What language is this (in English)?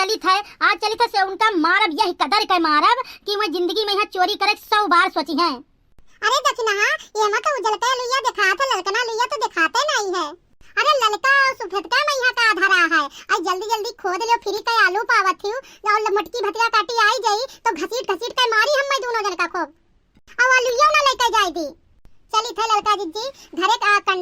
Awadhi